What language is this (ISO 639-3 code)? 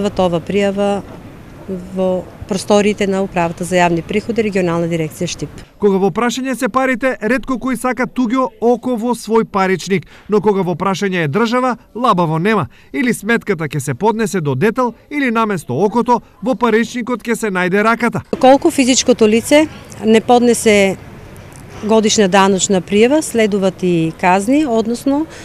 mkd